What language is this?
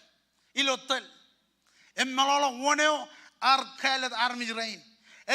Marshallese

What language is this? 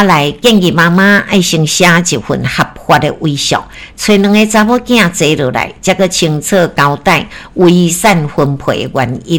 Min Nan Chinese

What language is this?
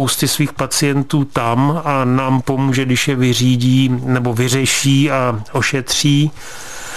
Czech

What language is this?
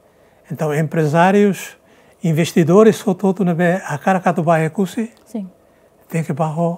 Tetum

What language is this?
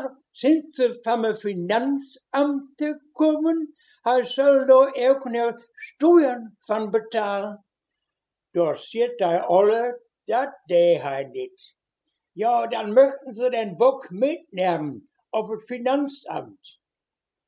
Westphalien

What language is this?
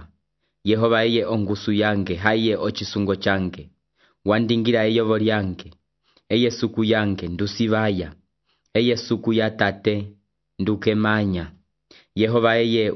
Umbundu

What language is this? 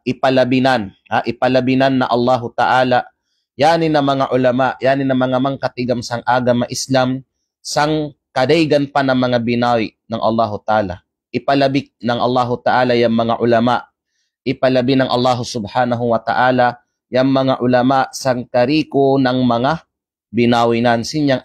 Kalagan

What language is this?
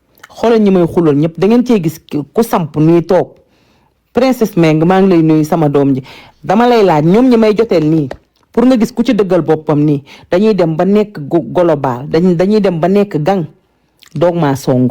Wolof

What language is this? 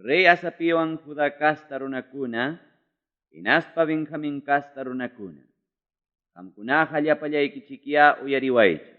Ayacucho Quechua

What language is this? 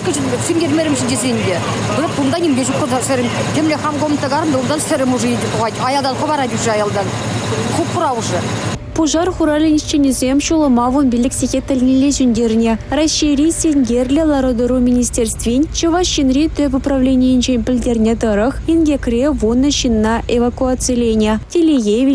Chuvash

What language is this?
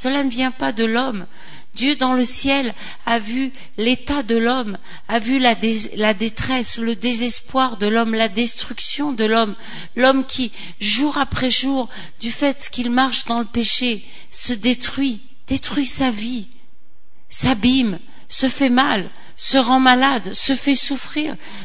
French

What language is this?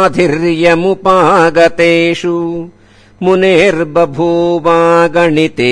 Sanskrit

